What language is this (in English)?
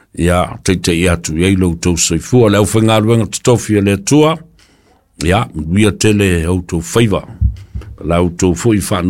Samoan